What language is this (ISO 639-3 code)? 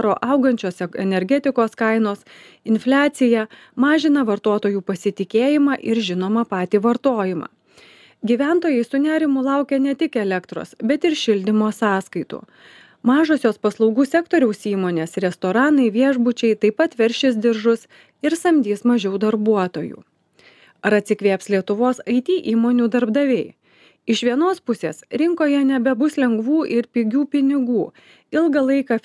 lit